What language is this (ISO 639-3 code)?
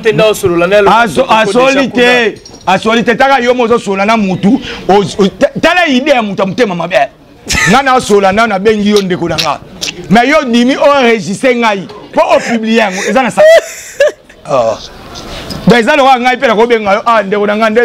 lin